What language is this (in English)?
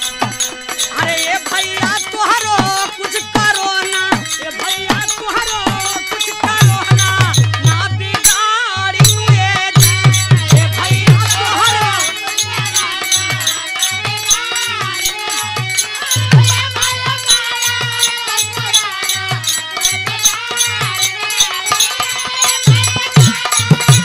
Bhojpuri